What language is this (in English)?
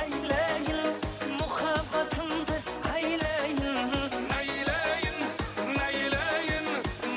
Kara-Kalpak